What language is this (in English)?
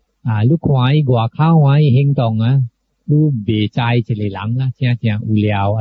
Min Nan Chinese